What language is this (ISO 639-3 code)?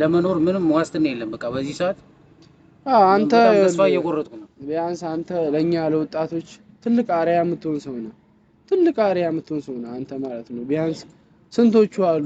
amh